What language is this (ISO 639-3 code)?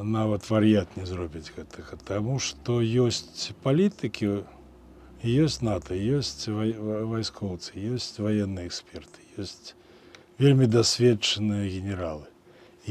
bel